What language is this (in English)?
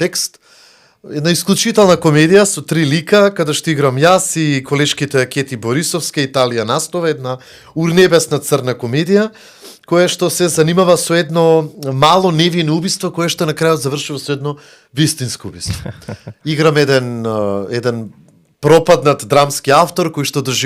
Macedonian